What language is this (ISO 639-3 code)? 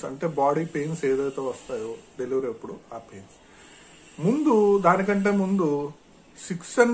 tel